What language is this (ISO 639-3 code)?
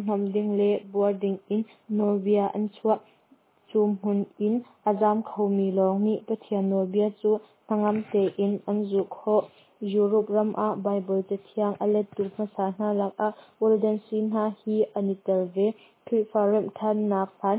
cnh